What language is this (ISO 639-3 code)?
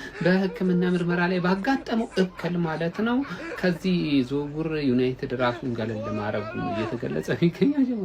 amh